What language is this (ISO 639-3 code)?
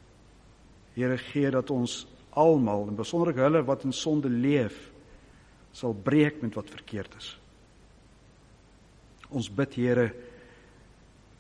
afr